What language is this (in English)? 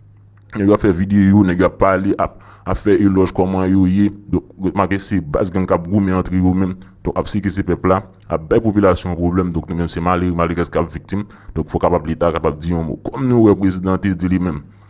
Haitian Creole